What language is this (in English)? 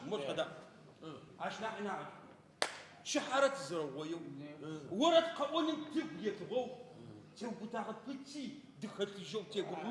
Adyghe